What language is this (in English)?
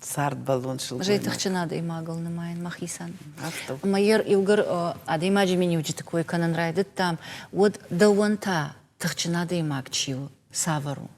Ossetic